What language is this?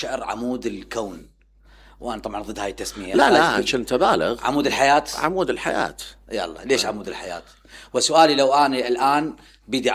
Mesopotamian Arabic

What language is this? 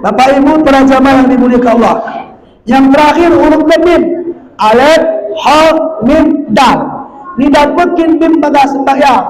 Batak Alas-Kluet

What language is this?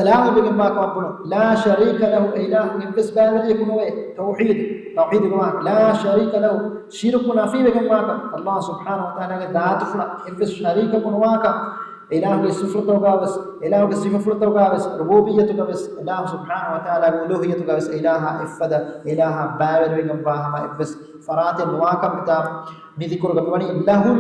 Divehi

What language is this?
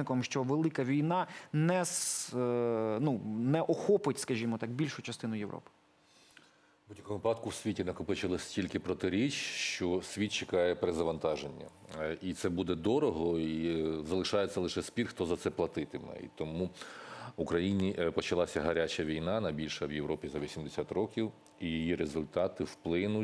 Ukrainian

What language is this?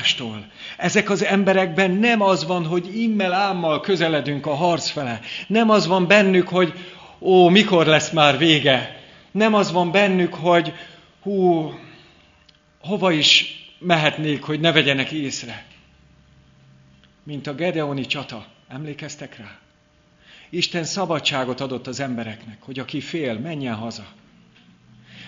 Hungarian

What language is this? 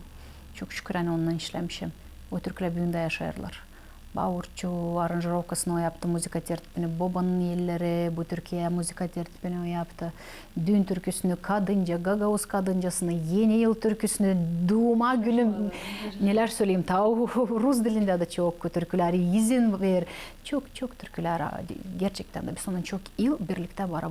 Gagauz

